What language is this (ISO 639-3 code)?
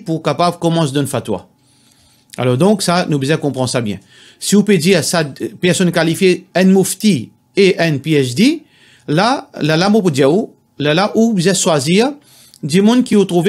mfe